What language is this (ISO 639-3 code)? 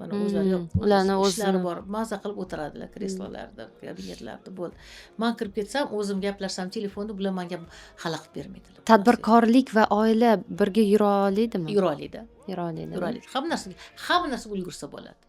uzb